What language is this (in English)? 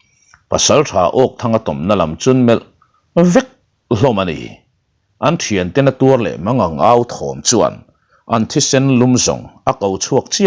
Mizo